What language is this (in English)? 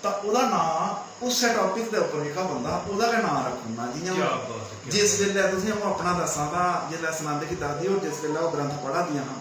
Dogri